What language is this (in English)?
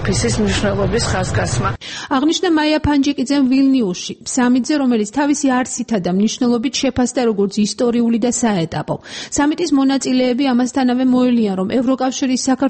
Georgian